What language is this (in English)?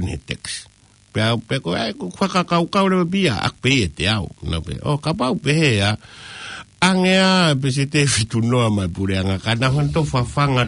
Tongan